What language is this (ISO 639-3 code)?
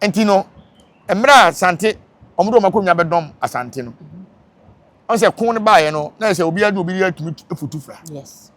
aka